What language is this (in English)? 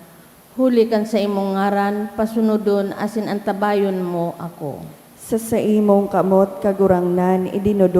Bikol